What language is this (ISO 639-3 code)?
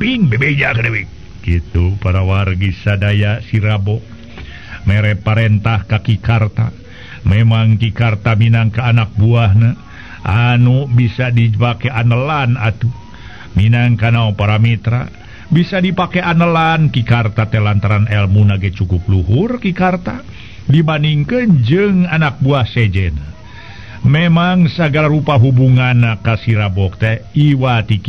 sun